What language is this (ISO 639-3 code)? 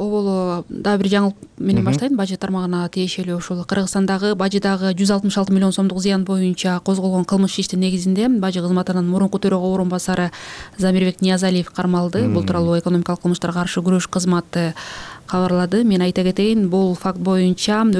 kir